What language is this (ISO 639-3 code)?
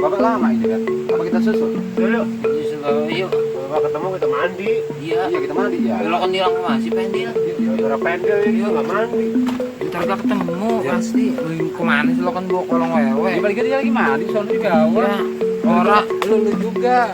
bew